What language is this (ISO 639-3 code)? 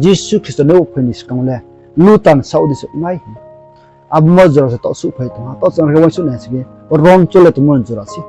ria